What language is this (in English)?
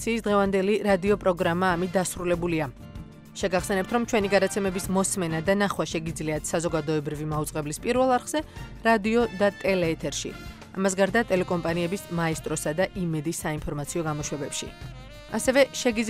Georgian